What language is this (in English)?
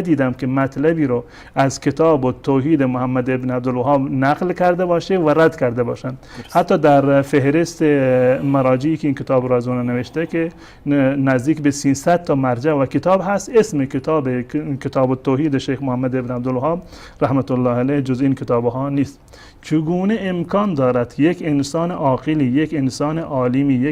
Persian